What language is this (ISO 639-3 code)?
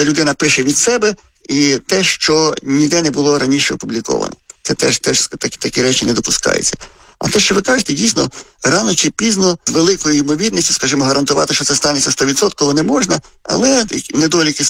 ukr